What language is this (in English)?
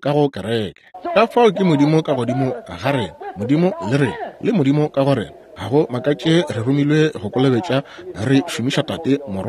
Northern Sotho